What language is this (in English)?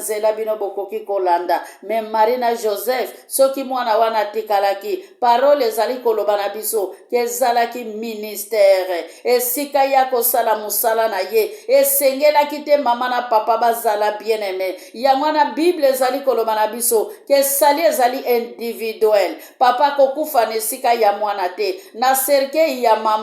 Lingala